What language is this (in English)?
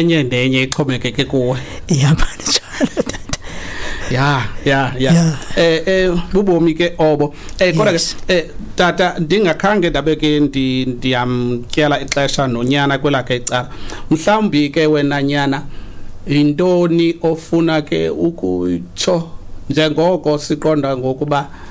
Xhosa